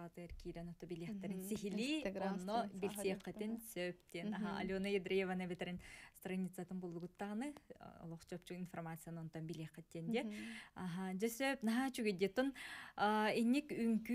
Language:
Yakut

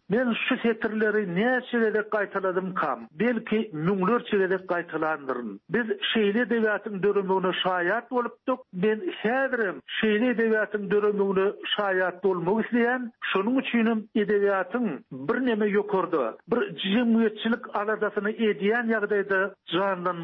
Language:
Turkmen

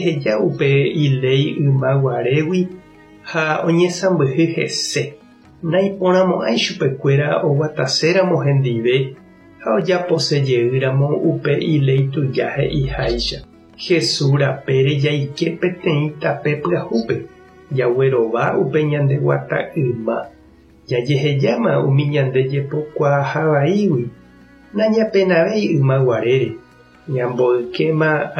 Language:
Guarani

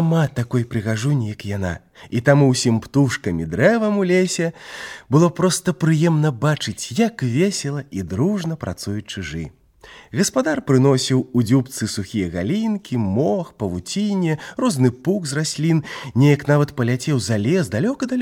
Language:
Belarusian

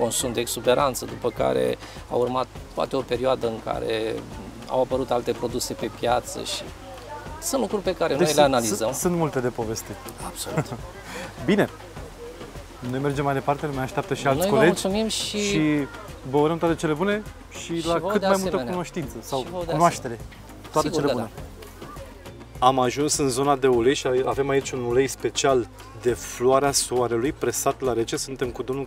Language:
Romanian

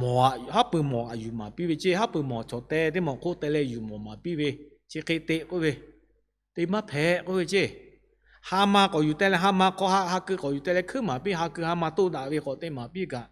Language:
Lahu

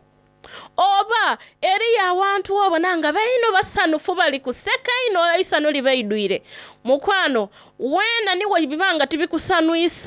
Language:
Soga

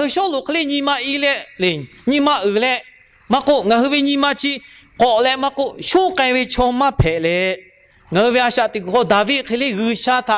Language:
Lahu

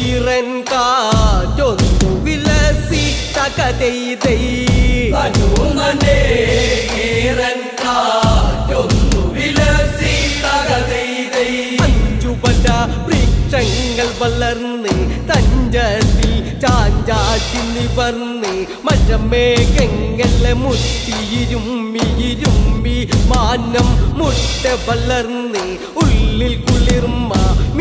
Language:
Malayalam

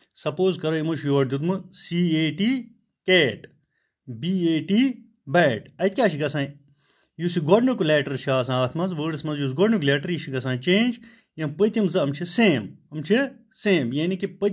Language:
Kashmiri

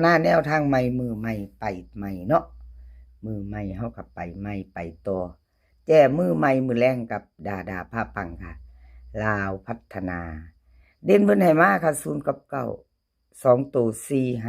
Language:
Northeastern Thai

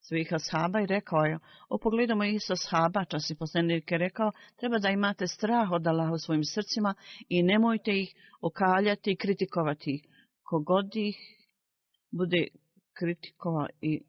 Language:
Bosnian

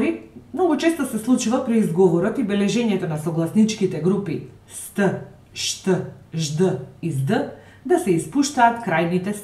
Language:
Macedonian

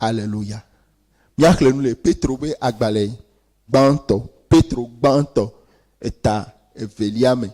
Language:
Ewe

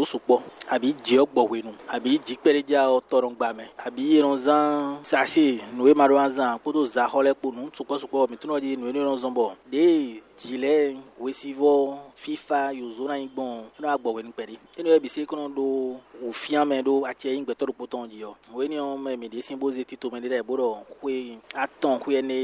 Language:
Fon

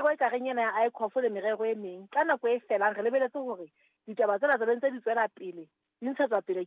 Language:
Southern Sotho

